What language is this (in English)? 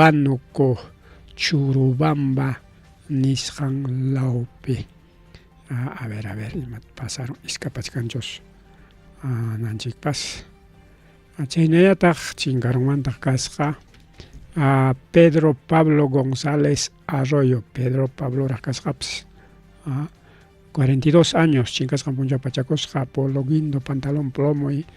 Ayacucho Quechua